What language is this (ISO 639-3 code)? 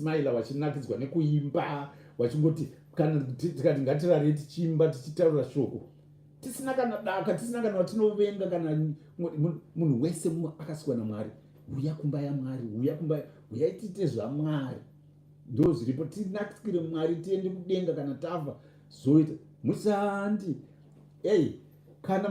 sna